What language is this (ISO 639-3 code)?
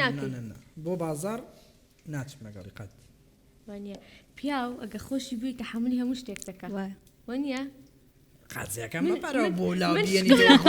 ckb